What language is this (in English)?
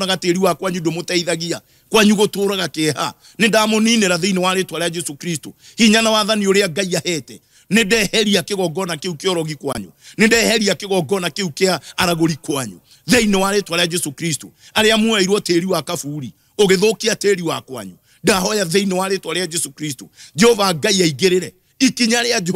Kikuyu